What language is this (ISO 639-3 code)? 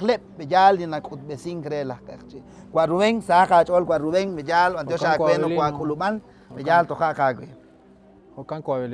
kek